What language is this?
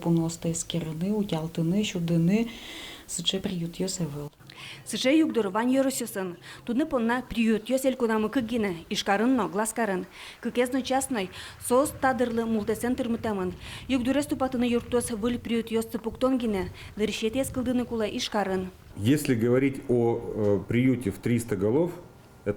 Udmurt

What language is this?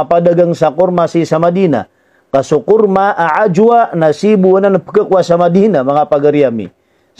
Maranao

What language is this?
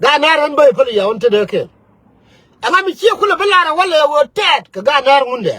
Nuer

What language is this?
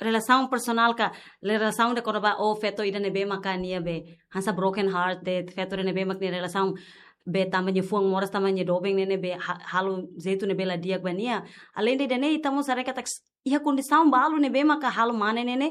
Tetum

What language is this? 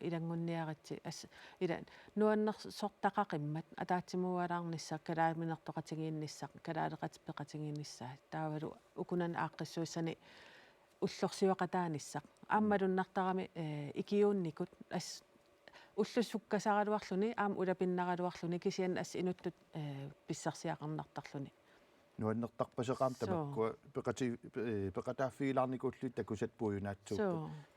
Kalaallisut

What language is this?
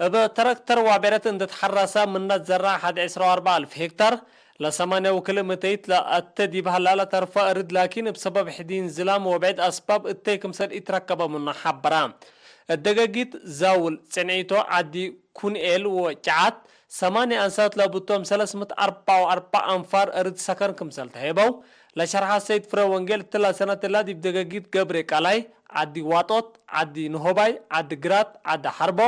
Tigre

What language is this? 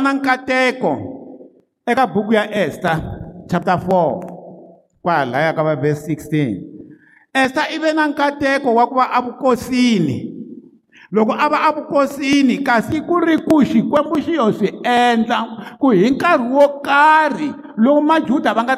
Tsonga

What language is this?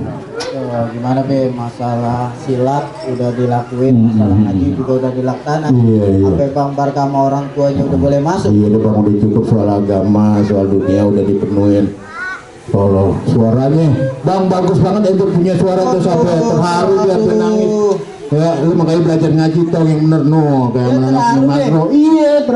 Betawi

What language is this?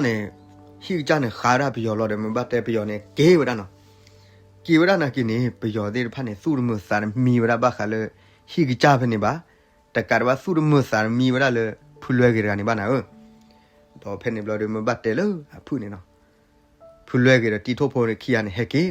S'gaw Karen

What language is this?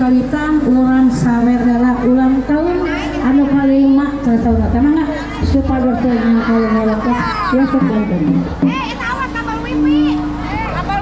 Sundanese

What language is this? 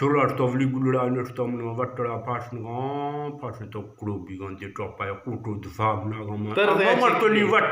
Eastern Balochi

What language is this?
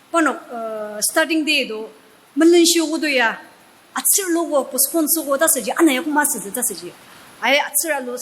Ao Naga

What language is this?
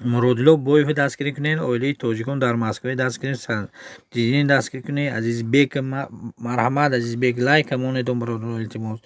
Tajik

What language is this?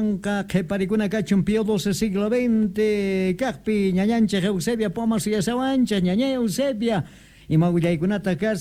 Quechua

